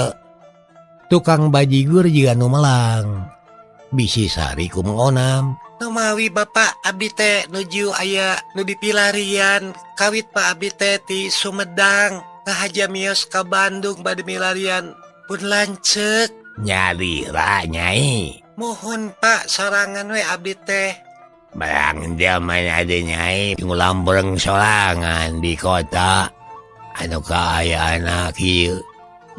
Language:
Sundanese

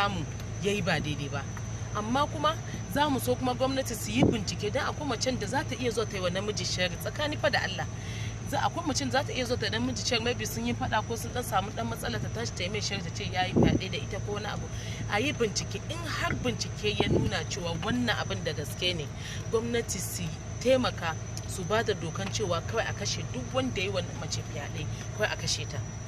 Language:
Hausa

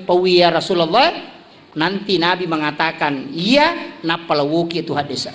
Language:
Buginese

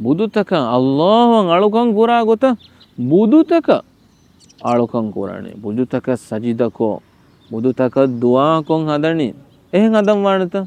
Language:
Divehi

